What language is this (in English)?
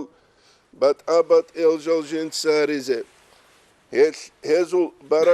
Avaric